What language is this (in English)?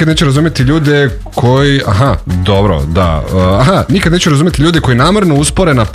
Serbian